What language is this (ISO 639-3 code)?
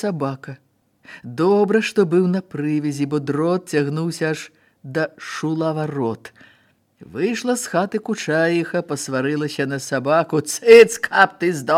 bel